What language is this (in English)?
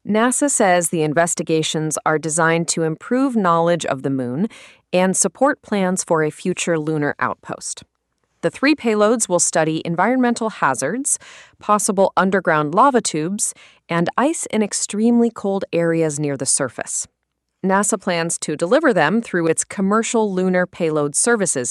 English